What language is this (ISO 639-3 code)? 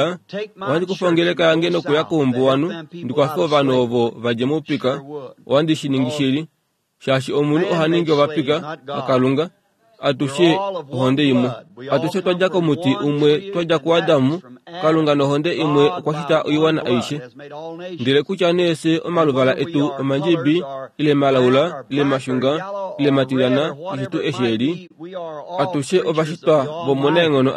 kua